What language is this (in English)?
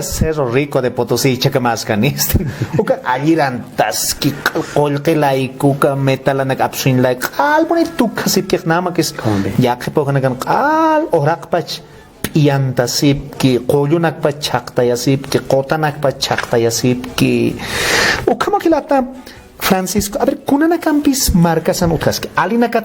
Aymara